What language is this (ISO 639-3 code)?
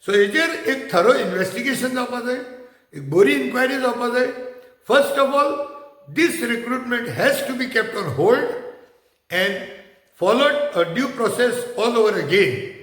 kok